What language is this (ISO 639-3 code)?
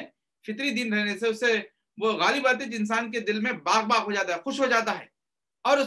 urd